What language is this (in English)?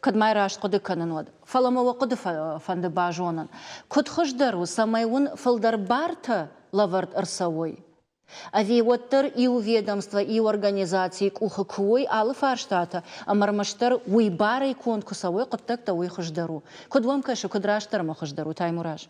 Ossetic